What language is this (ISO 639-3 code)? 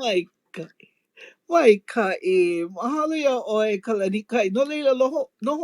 haw